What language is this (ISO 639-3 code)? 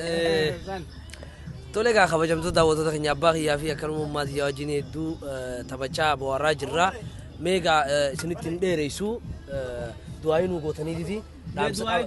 orm